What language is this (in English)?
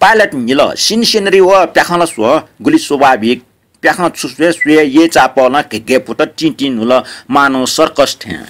Newari